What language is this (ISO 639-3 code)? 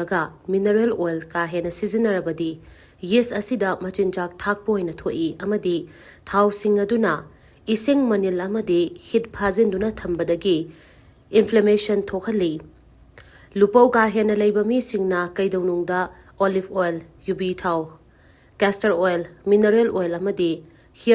mni